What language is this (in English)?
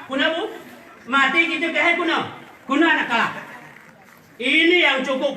Gayo